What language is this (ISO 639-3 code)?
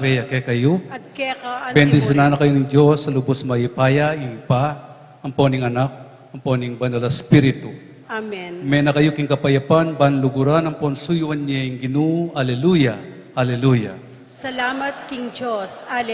pam